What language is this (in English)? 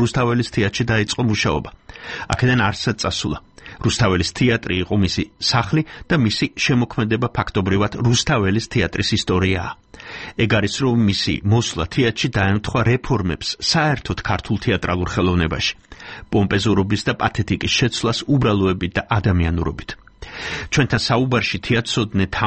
Georgian